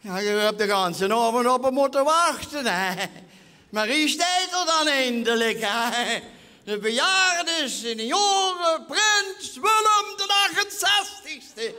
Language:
Limburgish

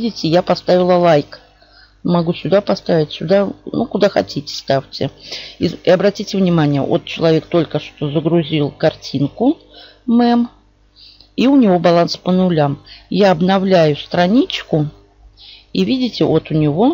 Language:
Russian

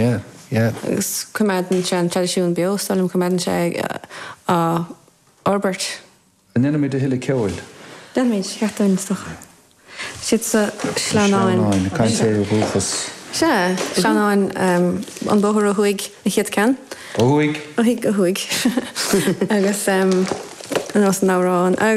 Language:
Irish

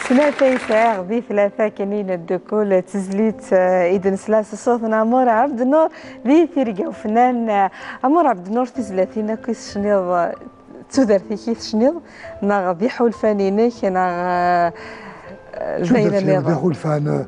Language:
Kabyle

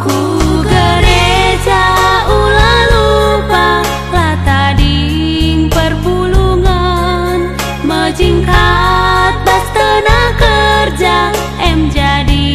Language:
Batak Karo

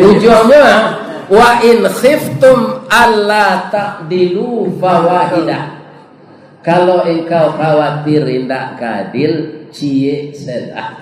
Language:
Minangkabau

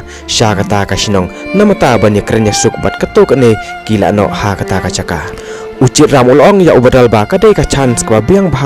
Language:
Khasi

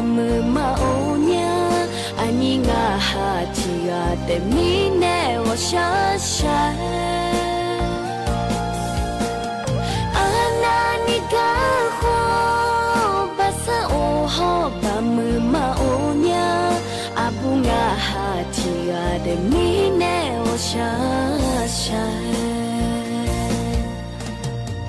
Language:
Thai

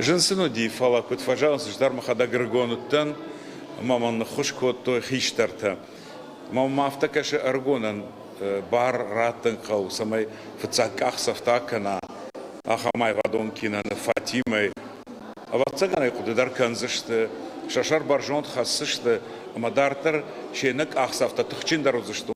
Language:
Ossetic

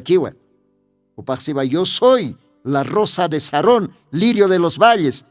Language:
Aymara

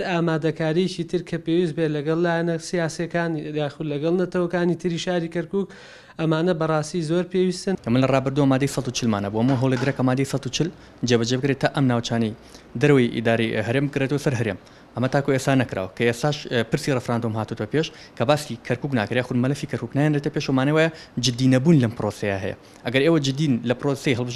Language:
Central Kurdish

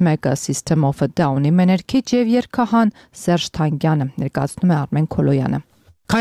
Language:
Armenian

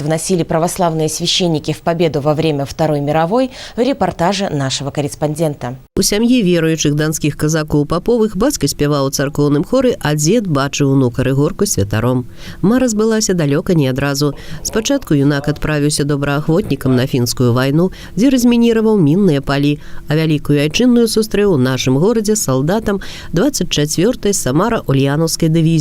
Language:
Belarusian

